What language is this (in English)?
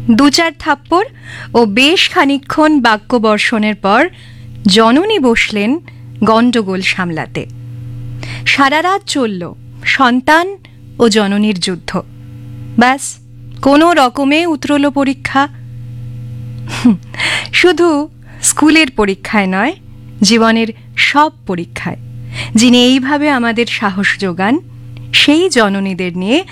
Bangla